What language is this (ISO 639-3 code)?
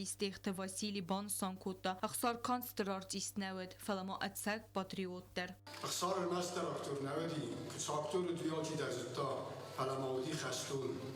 oss